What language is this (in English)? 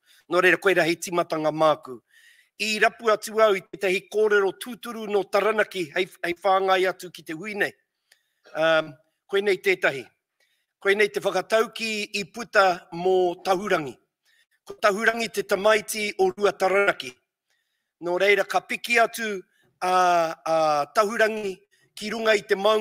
Māori